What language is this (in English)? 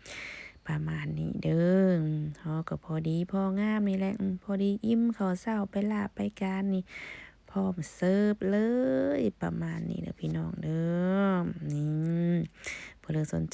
Lao